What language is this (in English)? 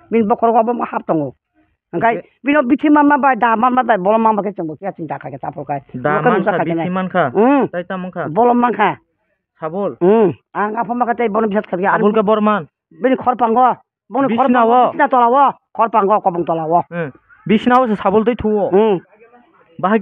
Kok Borok